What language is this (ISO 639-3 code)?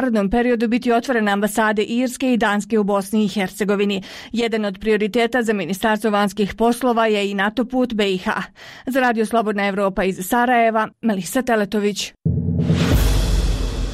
bos